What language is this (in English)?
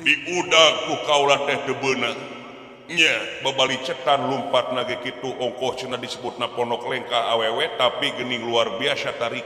Sundanese